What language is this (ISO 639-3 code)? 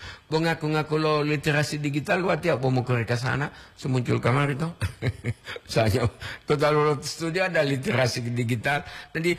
gor